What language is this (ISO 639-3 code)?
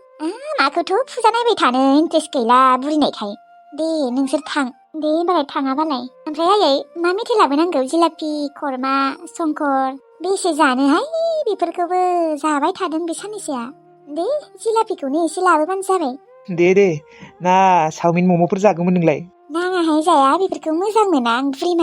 brx